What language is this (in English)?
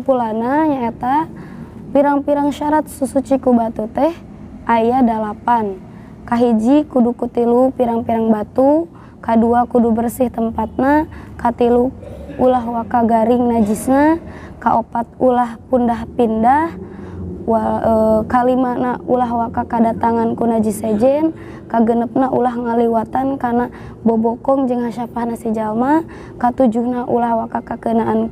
Sundanese